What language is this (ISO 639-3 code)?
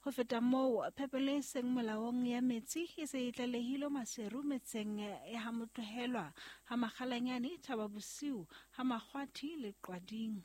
sot